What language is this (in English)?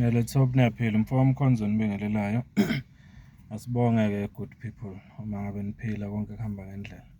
Zulu